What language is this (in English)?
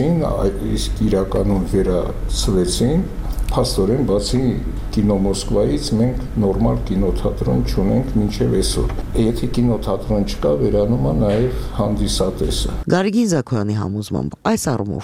Armenian